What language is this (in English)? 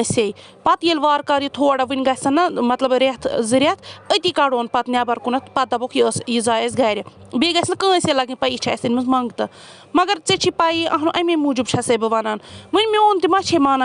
Kashmiri